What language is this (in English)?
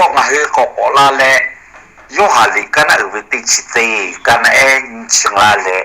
Lahu